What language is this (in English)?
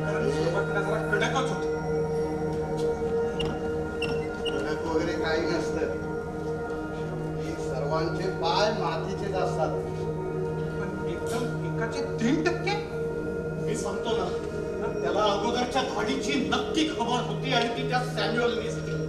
Marathi